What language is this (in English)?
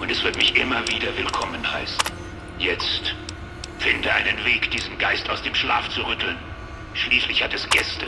Bavarian